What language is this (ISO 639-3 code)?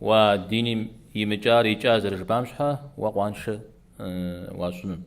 kbd